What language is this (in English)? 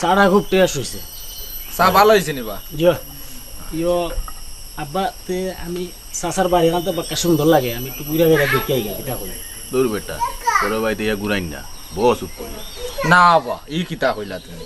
Sylheti